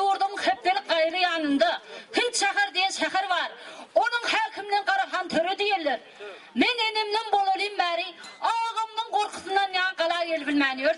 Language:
Turkmen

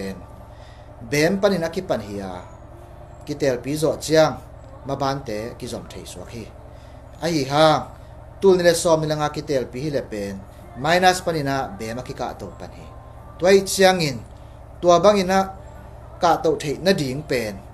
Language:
Tedim Chin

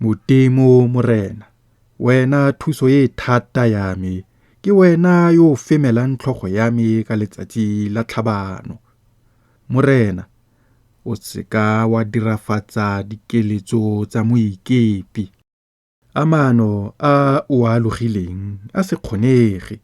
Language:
Tswana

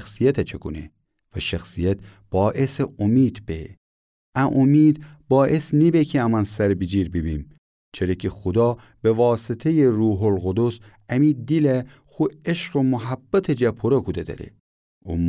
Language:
Gilaki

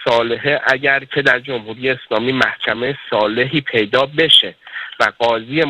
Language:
Persian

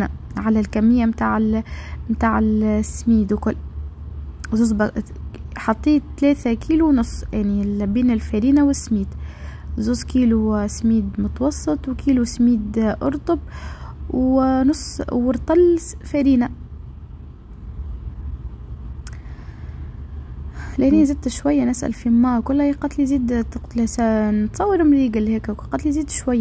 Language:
Tunisian Arabic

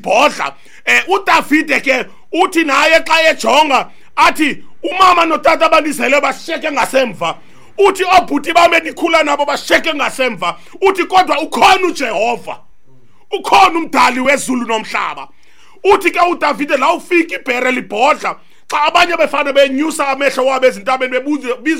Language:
Xhosa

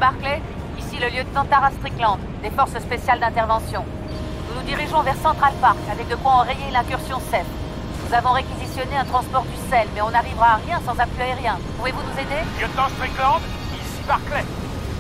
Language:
French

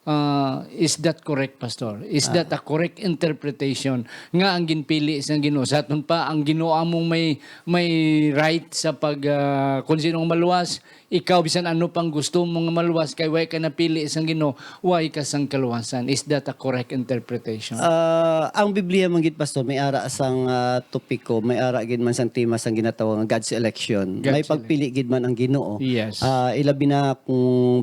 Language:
Hiligaynon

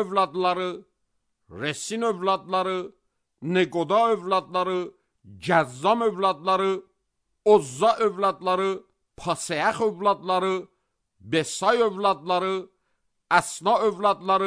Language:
Azerbaijani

